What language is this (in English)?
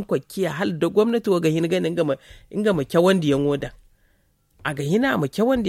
Zarma